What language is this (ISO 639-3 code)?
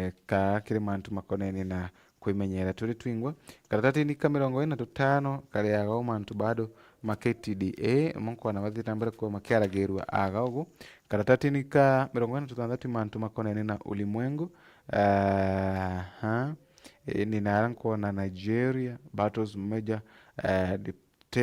mer